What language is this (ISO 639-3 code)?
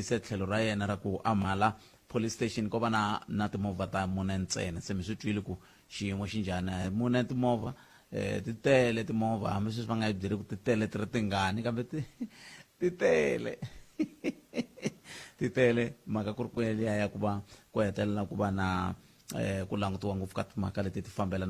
tso